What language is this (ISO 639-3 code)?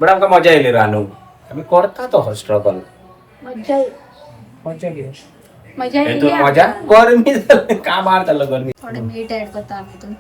kok